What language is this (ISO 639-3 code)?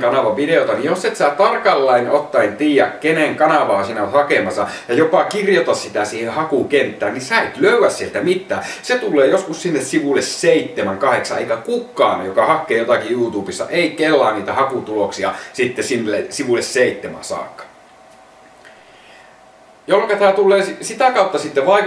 fin